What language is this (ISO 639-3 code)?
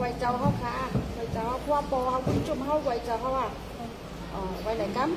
shn